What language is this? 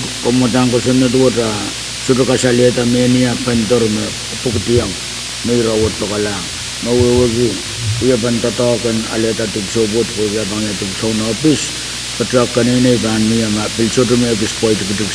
Pohnpeian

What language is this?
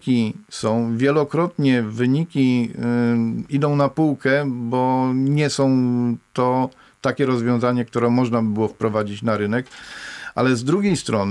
Polish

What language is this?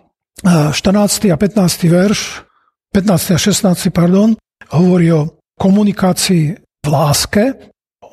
Slovak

